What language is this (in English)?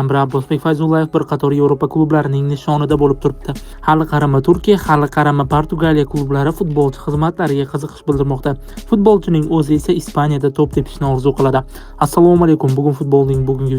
Uzbek